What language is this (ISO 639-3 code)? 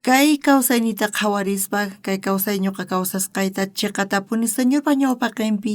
quh